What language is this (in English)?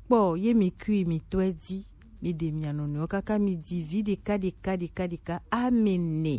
Gen